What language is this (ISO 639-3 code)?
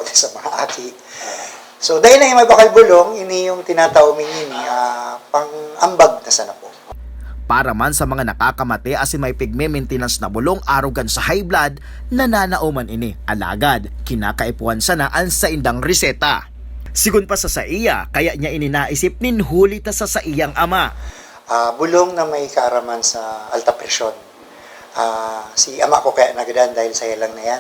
bik